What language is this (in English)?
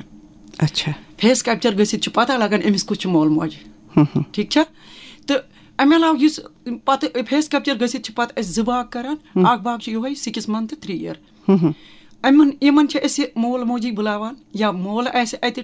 Kashmiri